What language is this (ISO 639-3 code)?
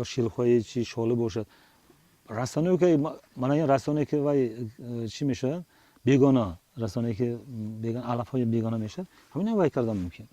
tgk